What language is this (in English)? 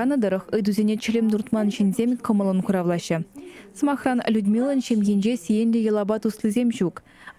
Chuvash